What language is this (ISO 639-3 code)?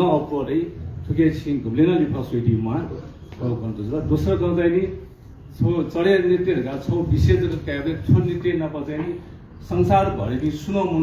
new